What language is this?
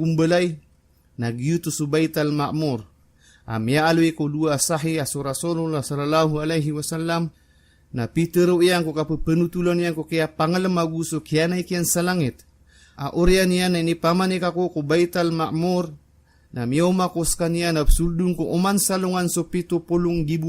Maranao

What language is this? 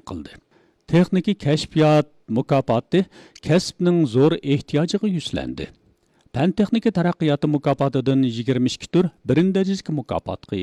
Uyghur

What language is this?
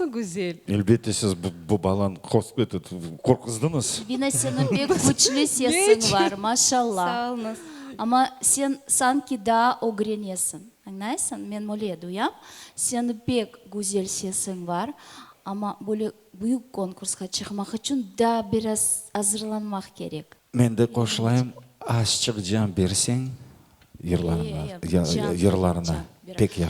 Crimean Tatar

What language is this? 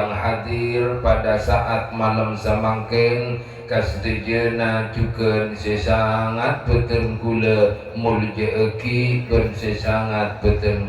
Madurese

